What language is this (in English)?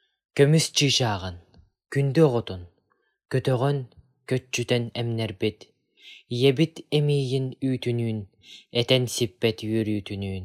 Yakut